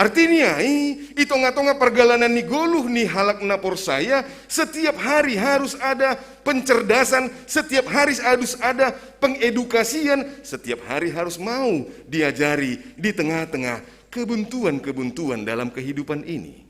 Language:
Batak Simalungun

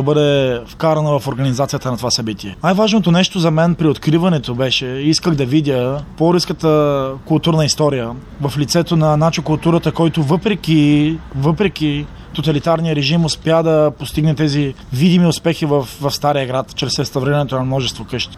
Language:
Bulgarian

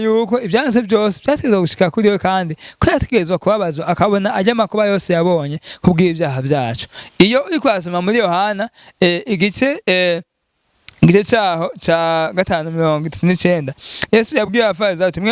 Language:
Rundi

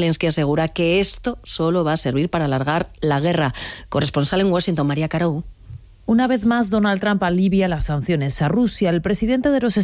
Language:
Spanish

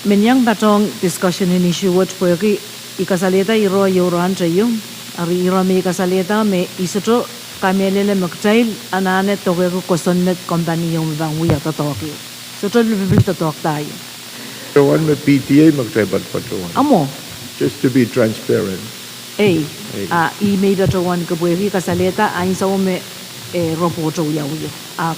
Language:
Pohnpeian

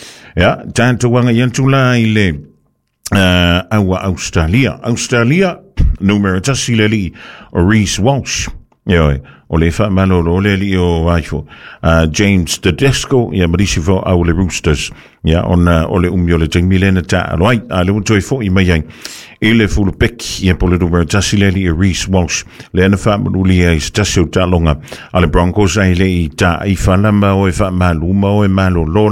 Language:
Samoan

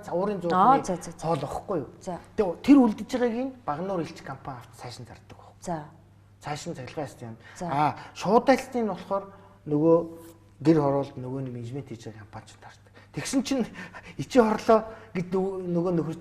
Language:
Mongolian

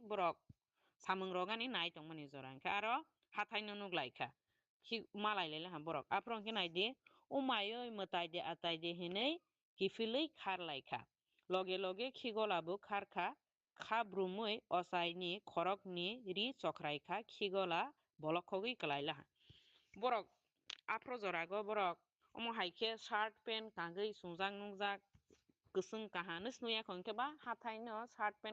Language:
Kok Borok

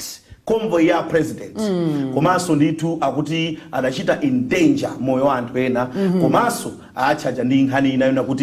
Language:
Nyanja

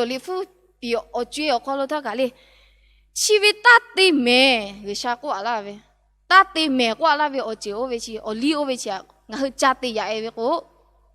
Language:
Lahu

